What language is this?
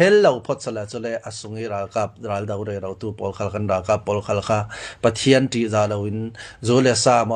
Falam Chin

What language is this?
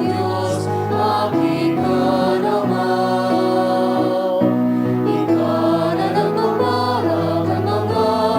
Bikol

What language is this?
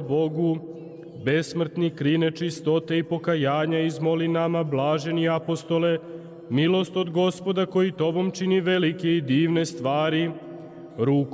Serbian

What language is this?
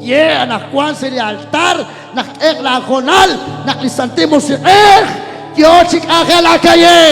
Kekchí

